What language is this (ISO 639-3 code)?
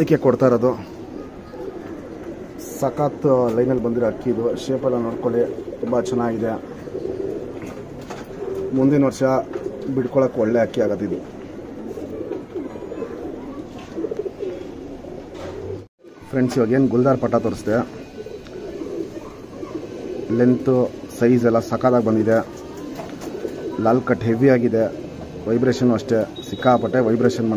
kan